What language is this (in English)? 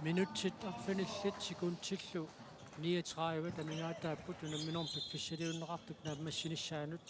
Kalaallisut